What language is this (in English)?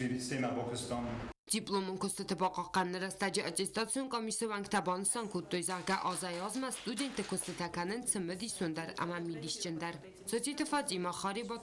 Ossetic